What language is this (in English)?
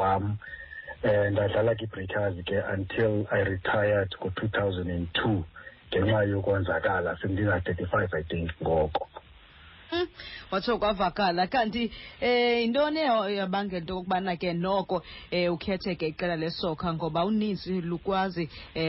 Xhosa